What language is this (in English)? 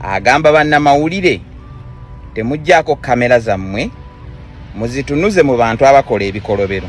Ganda